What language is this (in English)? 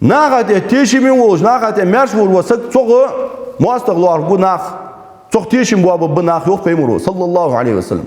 Ingush